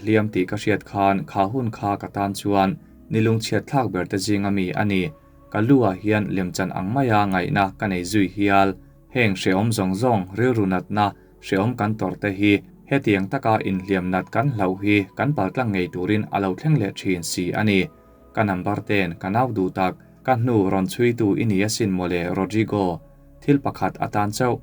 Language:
Mizo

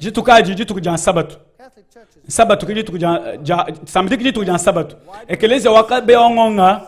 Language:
Luba-Lulua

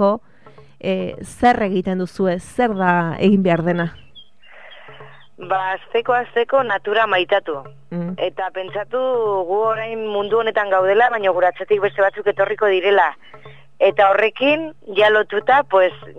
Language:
Basque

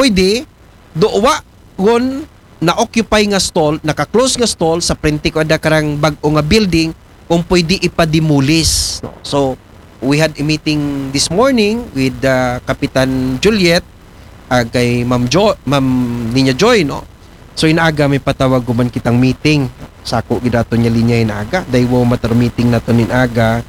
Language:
Aklanon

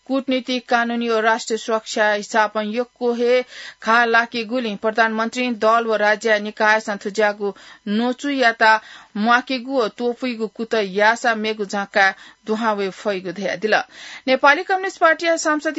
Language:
Newari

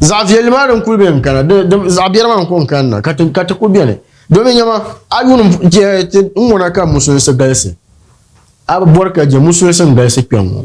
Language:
Dagbani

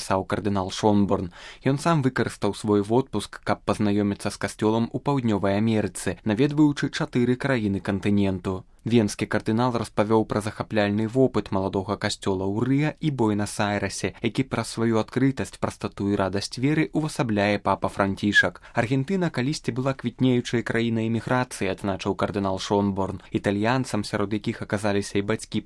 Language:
Belarusian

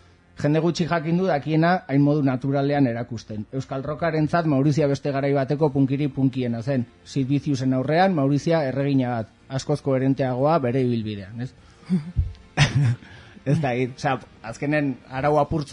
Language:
Basque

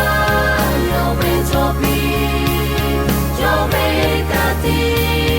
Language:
Lahu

